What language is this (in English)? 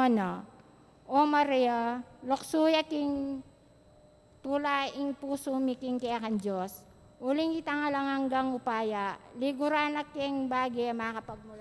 Pampanga